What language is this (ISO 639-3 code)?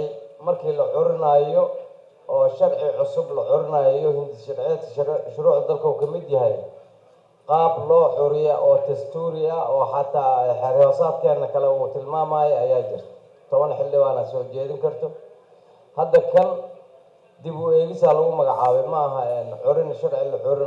som